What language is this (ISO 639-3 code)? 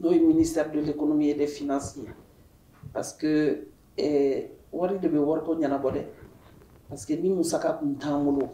bam